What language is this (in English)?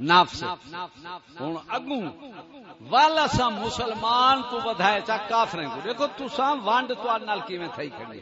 Saraiki